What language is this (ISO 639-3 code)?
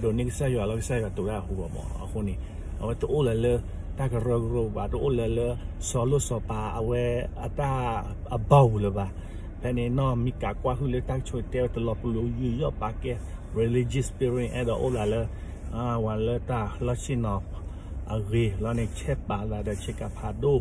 ksw